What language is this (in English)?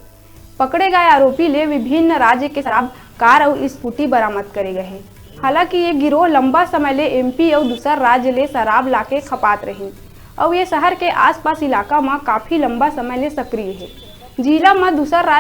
Chhattisgarhi